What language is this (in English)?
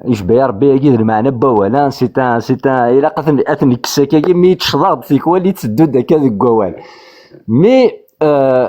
Kabyle